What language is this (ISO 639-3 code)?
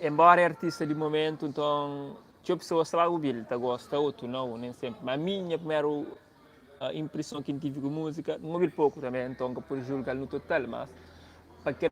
kea